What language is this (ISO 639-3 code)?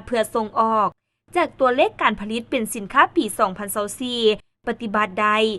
lao